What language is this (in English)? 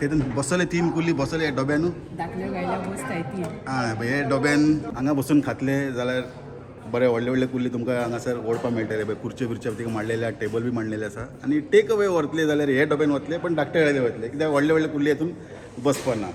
Konkani